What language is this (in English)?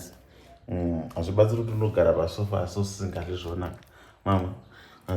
Shona